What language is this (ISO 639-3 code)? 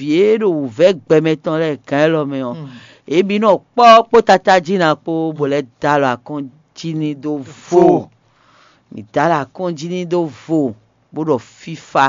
fon